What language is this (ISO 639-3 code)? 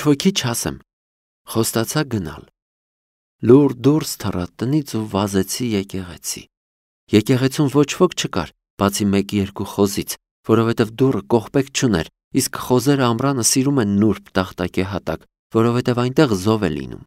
hye